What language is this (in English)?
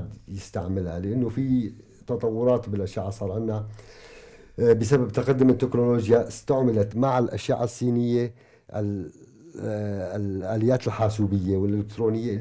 North Levantine Arabic